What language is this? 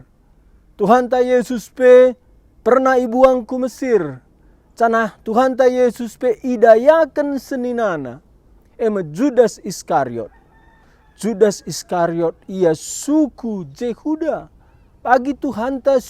Batak Karo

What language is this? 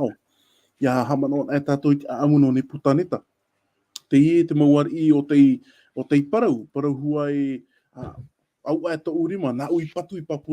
Tahitian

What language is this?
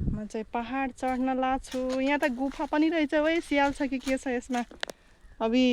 Nepali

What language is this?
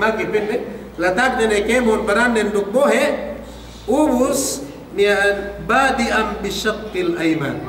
Yakan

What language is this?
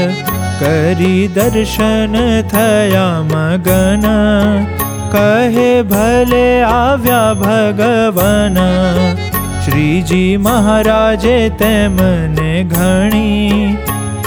Gujarati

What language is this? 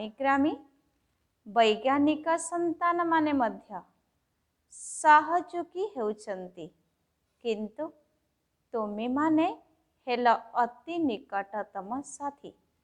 Odia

